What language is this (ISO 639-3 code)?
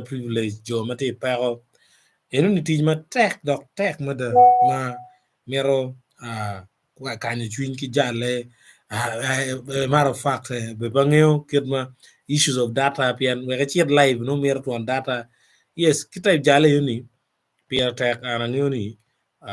ach